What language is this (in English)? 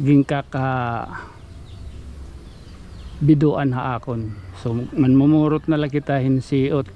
Waray